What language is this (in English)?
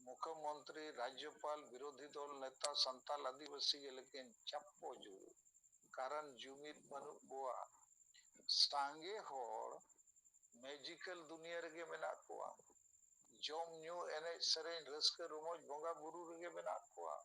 Santali